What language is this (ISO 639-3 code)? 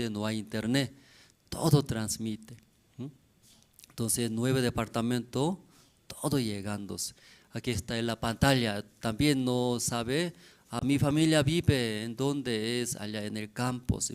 aym